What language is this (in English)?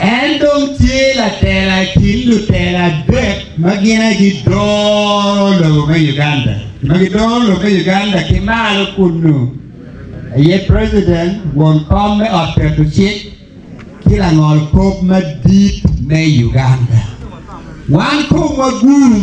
Acoli